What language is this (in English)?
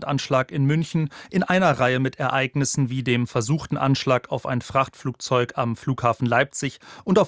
German